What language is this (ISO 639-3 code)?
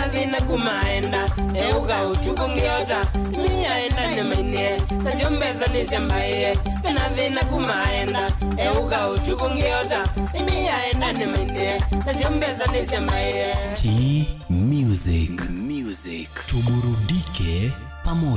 kam